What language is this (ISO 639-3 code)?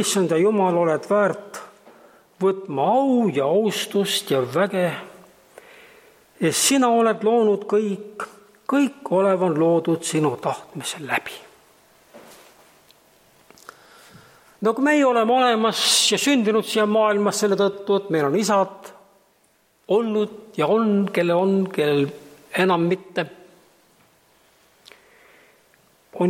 est